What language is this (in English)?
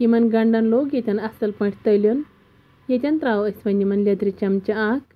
Kashmiri